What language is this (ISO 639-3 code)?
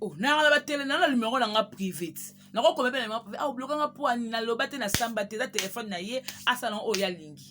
lin